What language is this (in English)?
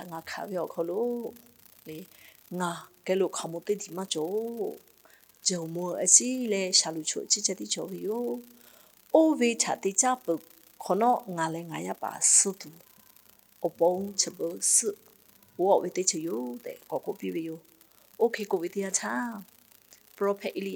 Lahu